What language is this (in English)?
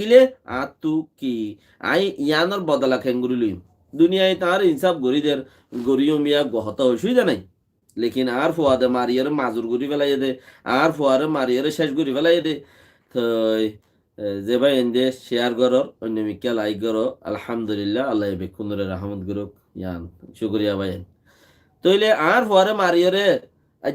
Rohingya